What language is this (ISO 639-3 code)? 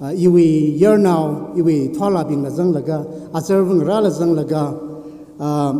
nmf